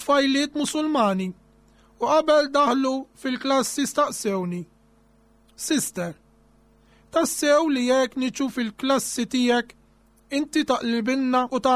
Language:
Maltese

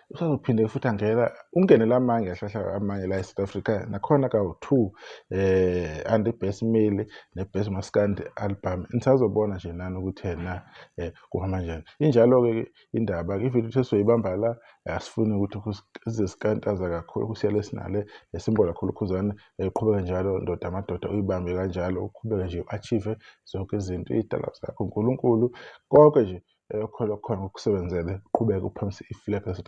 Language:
Zulu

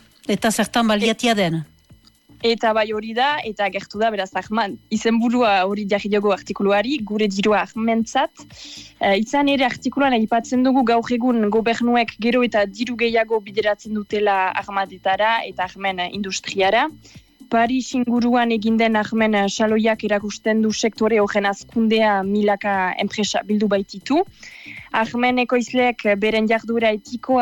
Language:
Basque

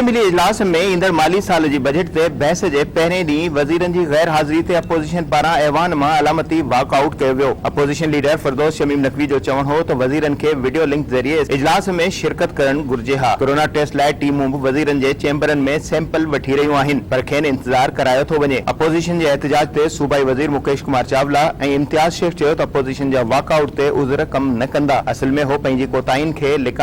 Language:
Sindhi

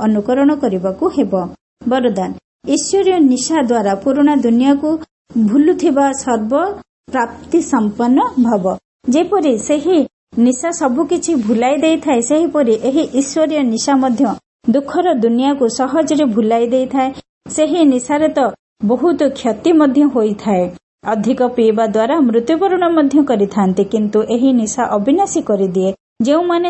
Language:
Odia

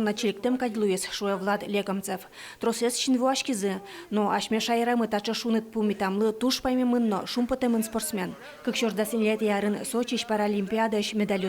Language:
Udmurt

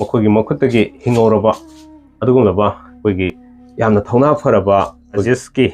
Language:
Manipuri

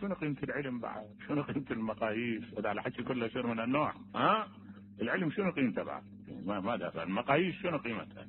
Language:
Mesopotamian Arabic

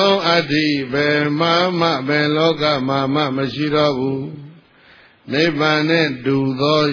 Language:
Burmese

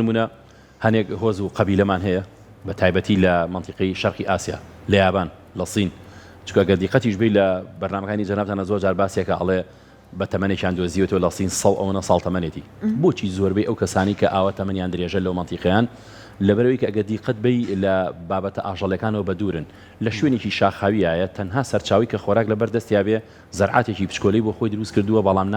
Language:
Central Kurdish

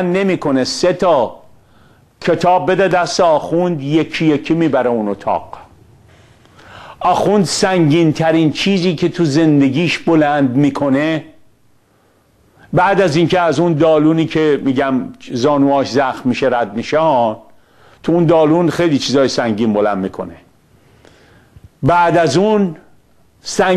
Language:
Persian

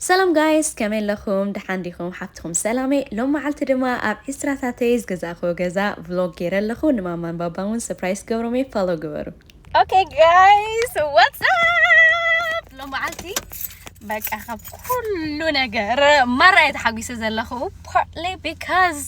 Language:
Tigrinya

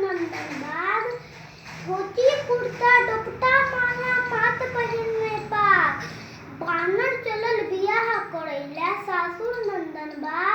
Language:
Maithili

